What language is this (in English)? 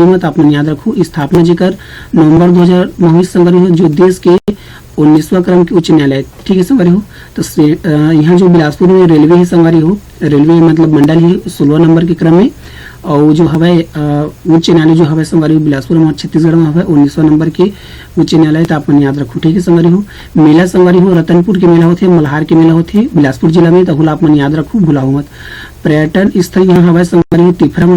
Chhattisgarhi